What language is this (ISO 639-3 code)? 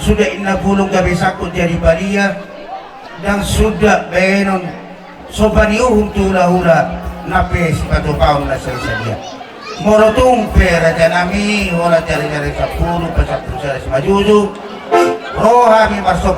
bbc